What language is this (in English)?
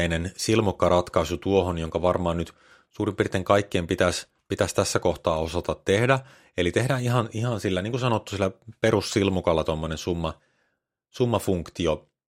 Finnish